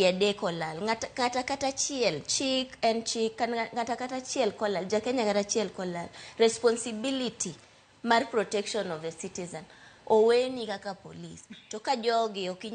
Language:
Luo (Kenya and Tanzania)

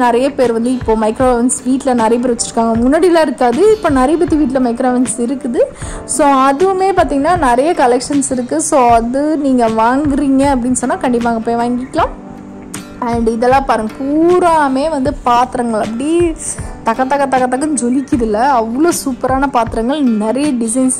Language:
Tamil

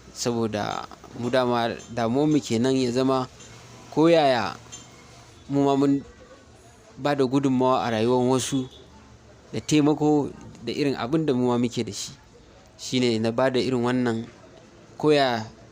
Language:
Hausa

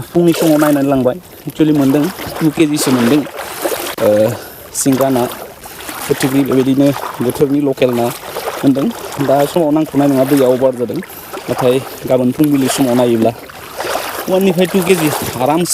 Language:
Bodo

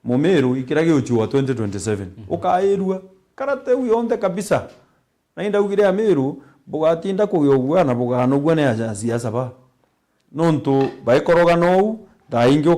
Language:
Meru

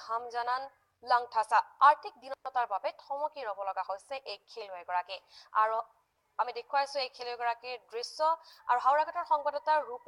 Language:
Assamese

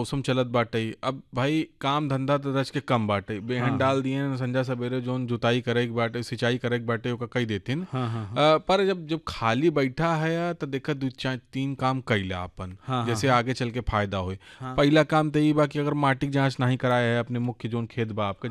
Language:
Bhojpuri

